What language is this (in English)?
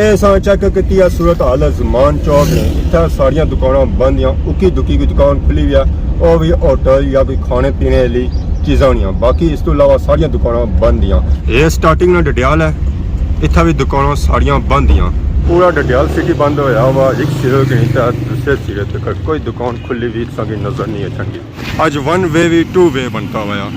Pahari-Potwari